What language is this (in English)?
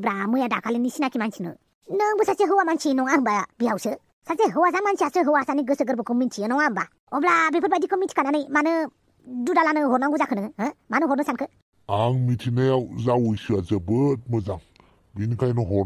Bodo